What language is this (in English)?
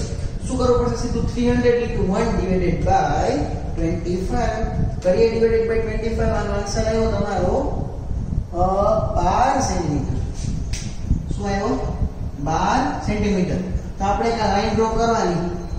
Gujarati